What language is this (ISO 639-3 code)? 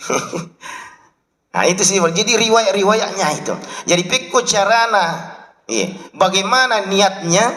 bug